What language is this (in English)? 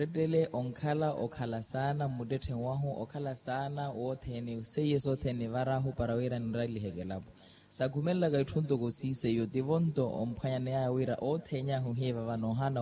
Makhuwa